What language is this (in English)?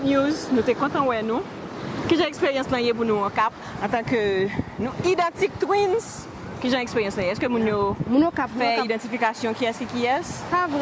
Haitian Creole